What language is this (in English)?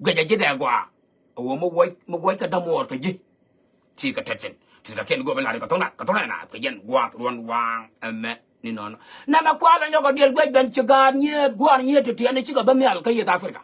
Nuer